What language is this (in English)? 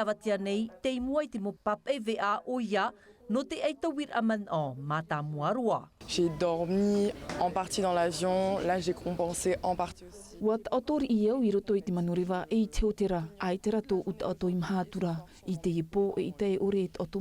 Tahitian